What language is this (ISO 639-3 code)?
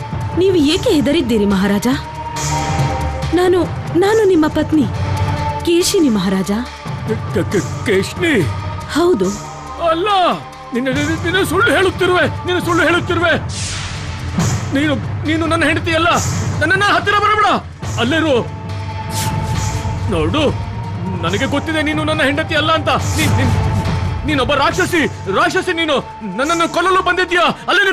kan